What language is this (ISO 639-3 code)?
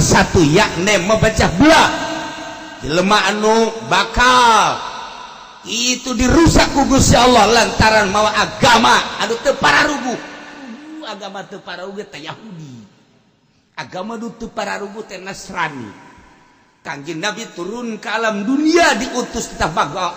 sun